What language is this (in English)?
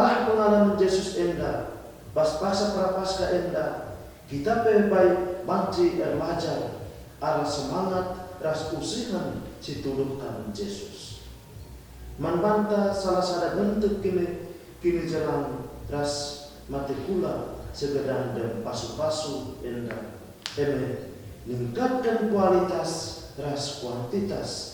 Batak Karo